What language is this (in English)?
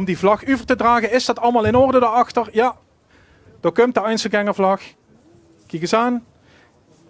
Limburgish